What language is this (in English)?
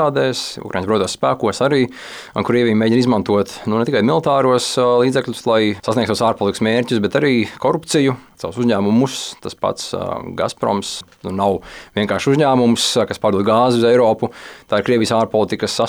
Latvian